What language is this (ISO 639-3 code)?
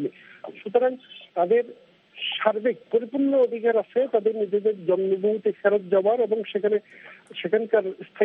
ben